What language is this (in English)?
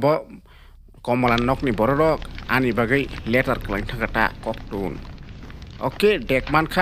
Kok Borok